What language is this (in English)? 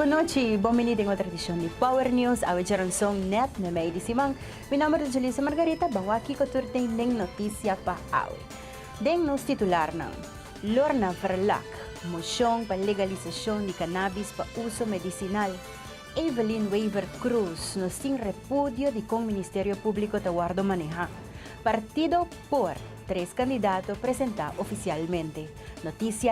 Papiamento